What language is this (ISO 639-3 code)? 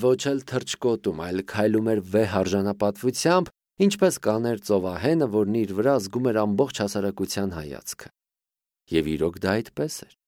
hye